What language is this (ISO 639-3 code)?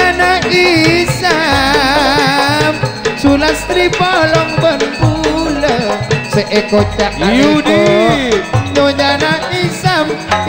mad